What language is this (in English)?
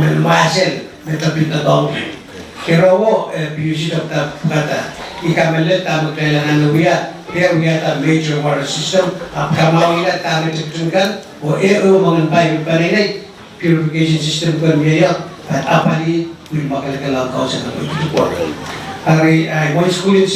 Pohnpeian